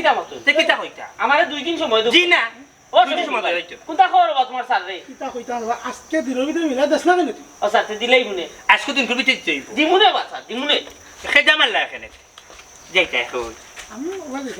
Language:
Sylheti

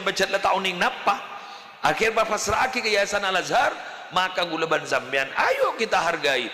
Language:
Madurese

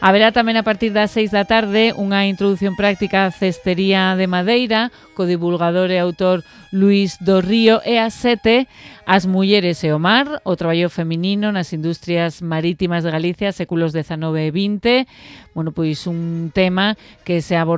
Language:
Galician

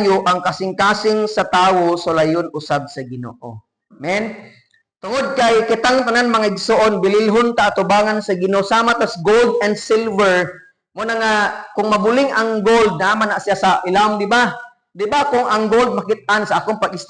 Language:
Cebuano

